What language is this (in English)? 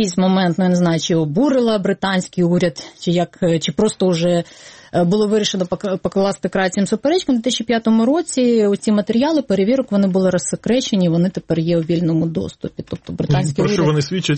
Ukrainian